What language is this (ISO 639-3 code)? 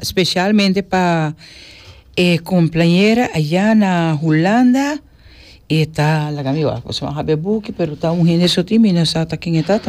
pap